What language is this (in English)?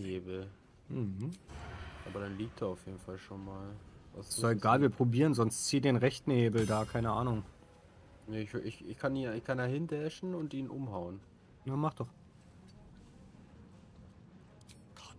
German